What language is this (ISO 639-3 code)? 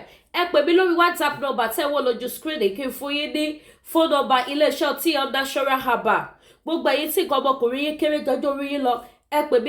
yor